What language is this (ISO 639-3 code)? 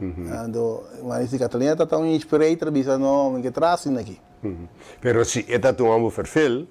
pap